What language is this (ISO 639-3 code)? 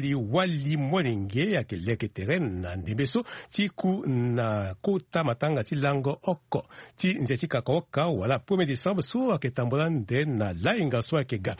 sag